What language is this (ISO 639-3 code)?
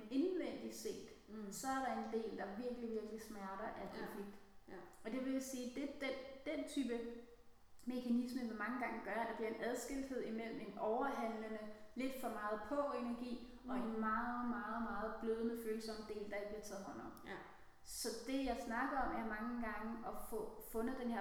dan